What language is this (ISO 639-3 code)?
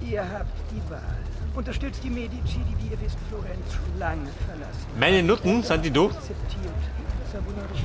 bar